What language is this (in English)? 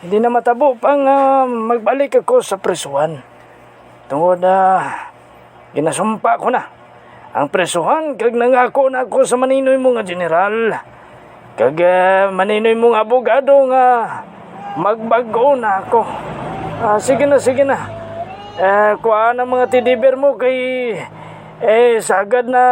Hiligaynon